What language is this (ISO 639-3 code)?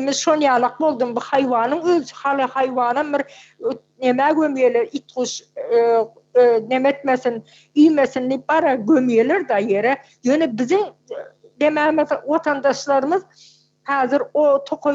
tuk